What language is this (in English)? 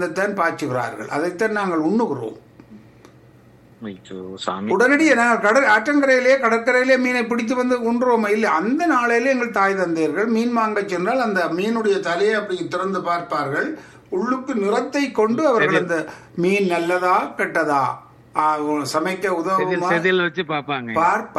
Tamil